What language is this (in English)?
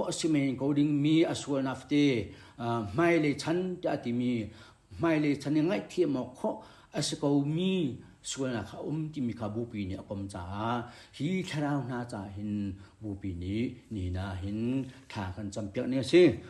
Hakha Chin